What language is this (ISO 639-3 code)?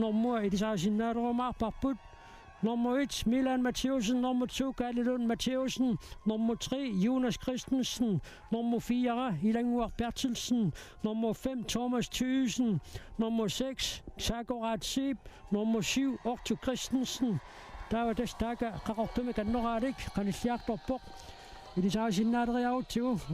kal